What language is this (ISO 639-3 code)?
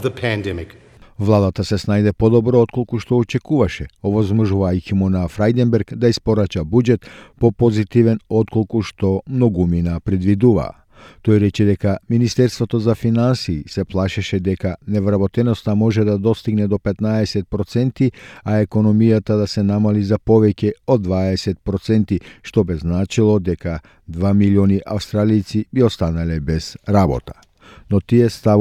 mkd